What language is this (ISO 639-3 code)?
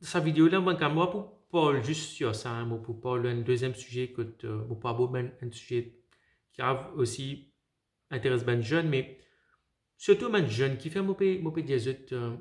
mfe